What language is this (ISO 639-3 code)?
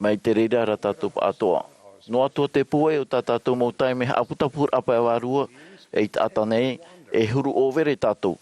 tah